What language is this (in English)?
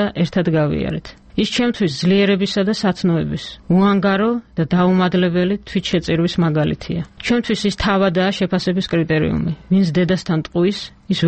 Georgian